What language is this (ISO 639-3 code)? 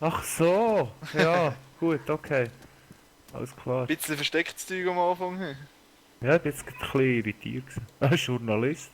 gsw